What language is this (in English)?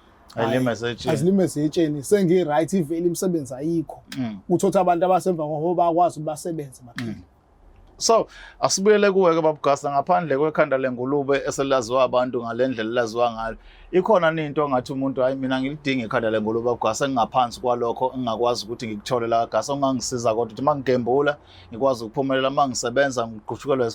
Zulu